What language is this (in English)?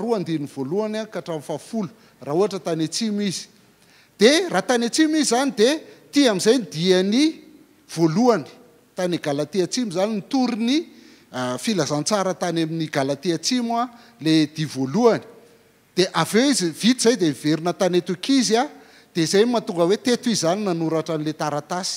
Malagasy